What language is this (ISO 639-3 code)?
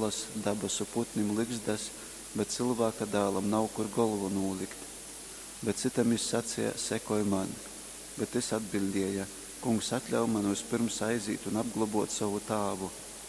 ltg